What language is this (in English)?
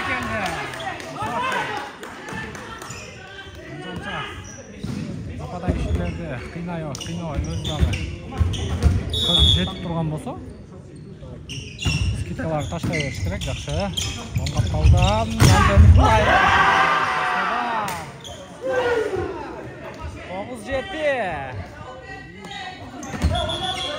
Kyrgyz